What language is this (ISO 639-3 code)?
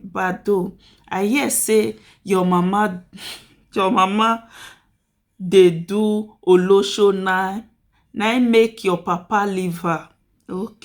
pcm